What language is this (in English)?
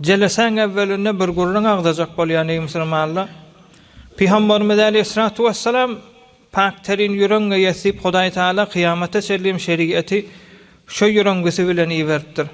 Turkmen